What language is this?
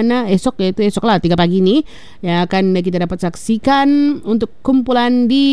Malay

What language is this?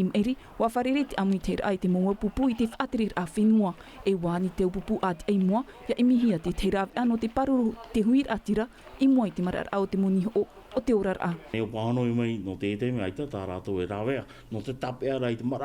Tahitian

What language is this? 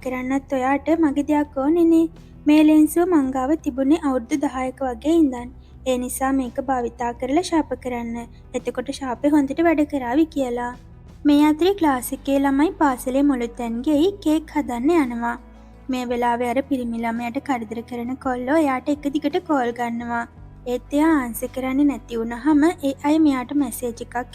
Sinhala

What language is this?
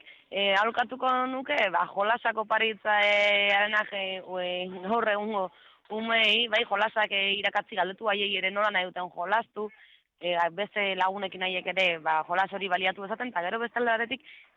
Basque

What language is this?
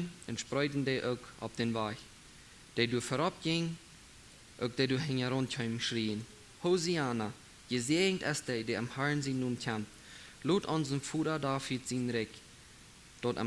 Plautdietsch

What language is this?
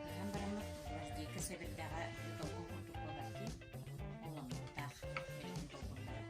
Yakut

